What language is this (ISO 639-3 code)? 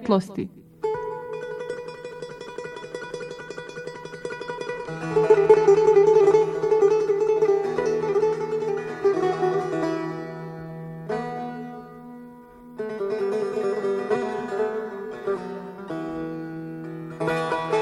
bos